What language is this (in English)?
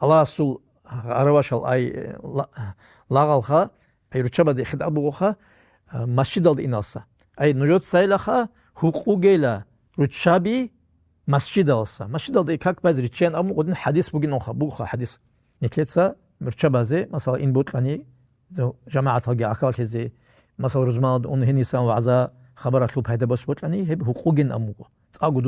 Avaric